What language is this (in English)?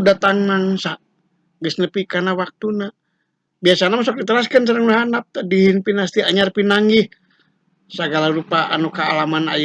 Sundanese